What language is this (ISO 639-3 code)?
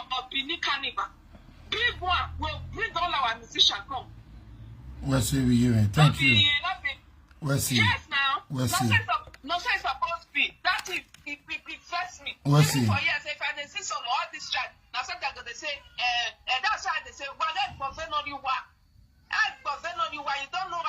pcm